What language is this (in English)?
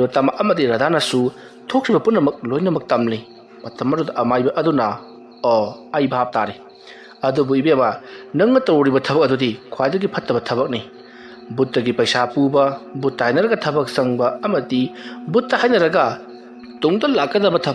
Manipuri